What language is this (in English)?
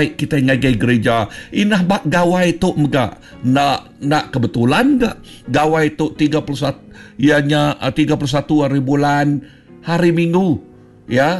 Iban